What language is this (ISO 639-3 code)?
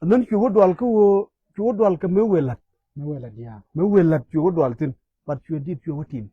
nus